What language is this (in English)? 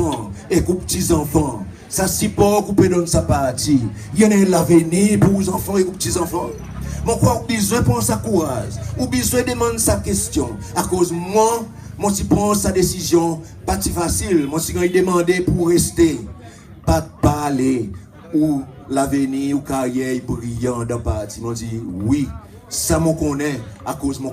Seselwa Creole French